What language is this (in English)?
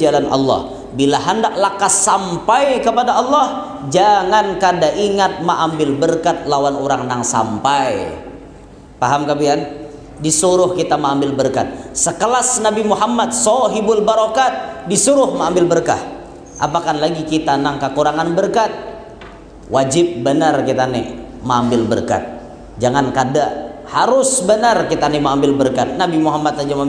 Banjar